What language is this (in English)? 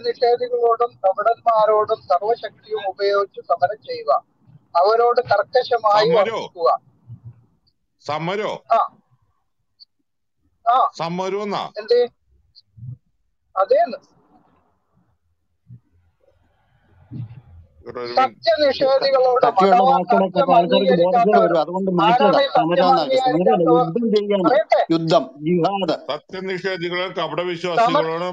Malayalam